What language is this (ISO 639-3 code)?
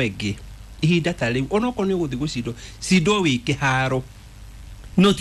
kik